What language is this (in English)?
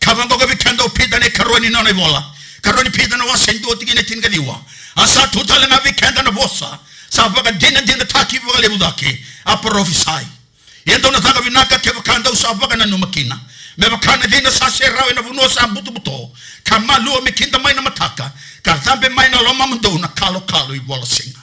Fijian